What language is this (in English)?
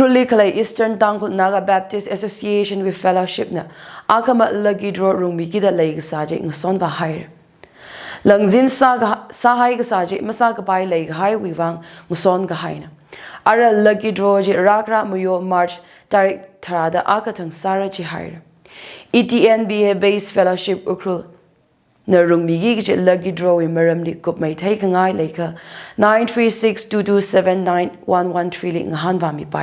Tangkhul Naga (India)